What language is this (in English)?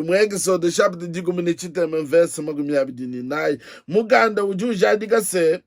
Luba-Lulua